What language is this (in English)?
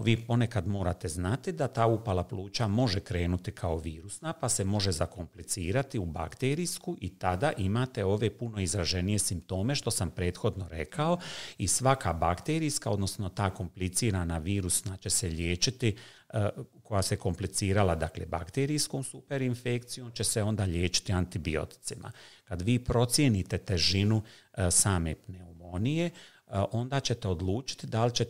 Croatian